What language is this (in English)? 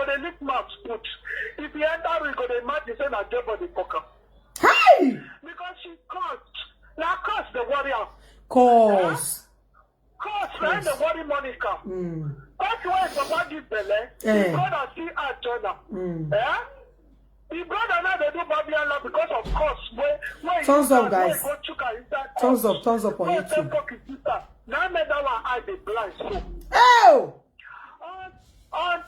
Nigerian Pidgin